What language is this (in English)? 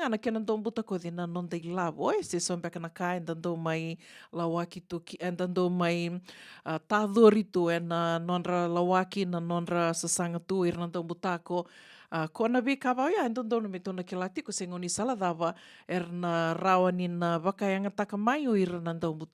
Fijian